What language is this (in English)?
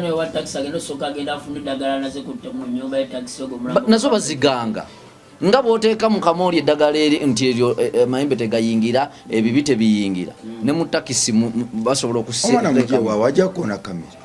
Ganda